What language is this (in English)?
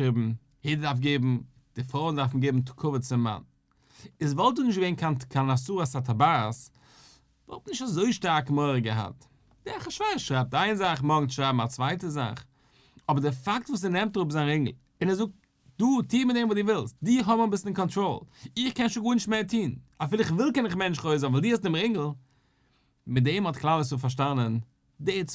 Yiddish